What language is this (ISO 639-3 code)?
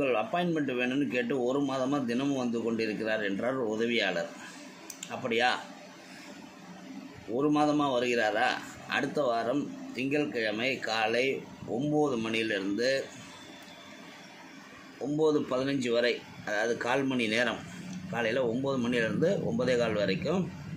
tam